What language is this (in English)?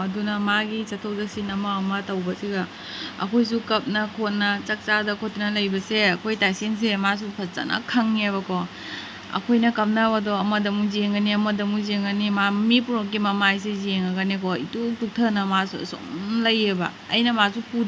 Manipuri